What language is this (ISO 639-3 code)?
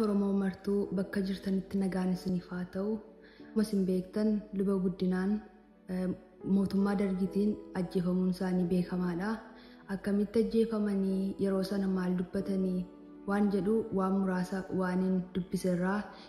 orm